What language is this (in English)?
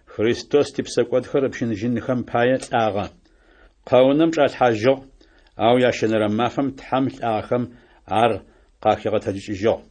Adyghe